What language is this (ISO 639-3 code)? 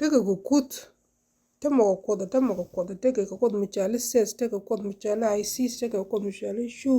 nus